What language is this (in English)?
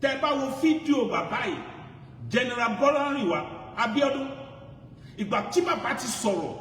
Yoruba